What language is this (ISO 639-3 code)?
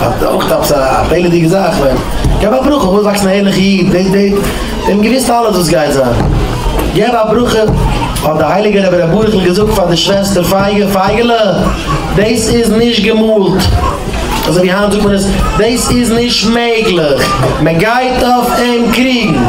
yid